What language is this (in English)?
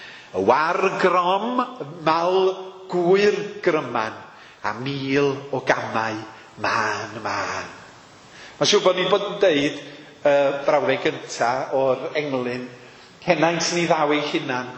Welsh